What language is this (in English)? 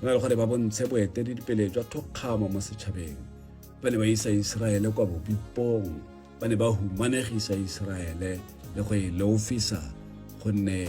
Tswana